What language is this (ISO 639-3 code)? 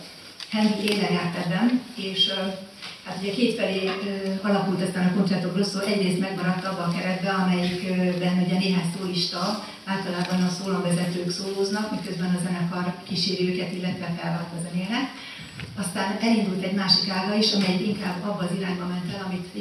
hun